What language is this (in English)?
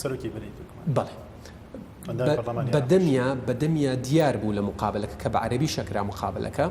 Central Kurdish